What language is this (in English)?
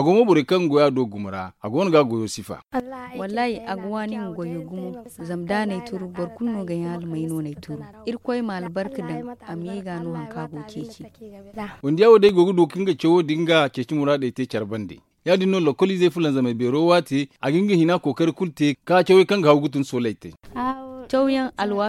Zarma